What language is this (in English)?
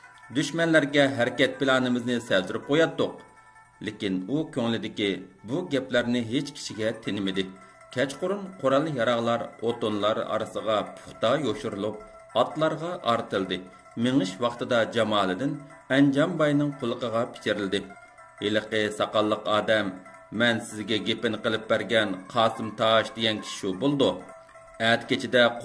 Uyghur